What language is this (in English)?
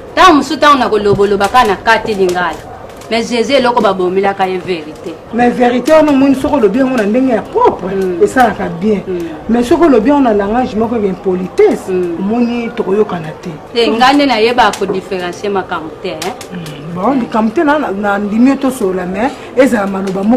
Lingala